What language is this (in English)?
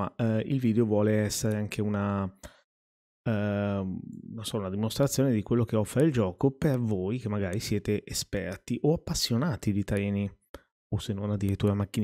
Italian